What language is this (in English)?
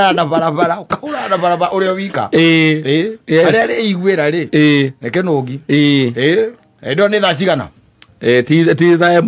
Kikuyu